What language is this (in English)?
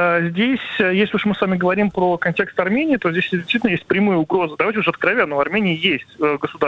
Russian